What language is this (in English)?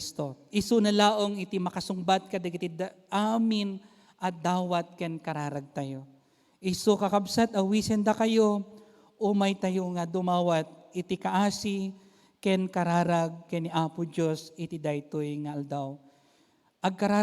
Iloko